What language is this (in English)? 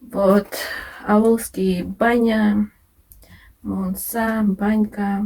Bashkir